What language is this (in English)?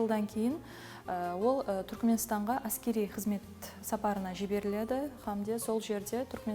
Kara-Kalpak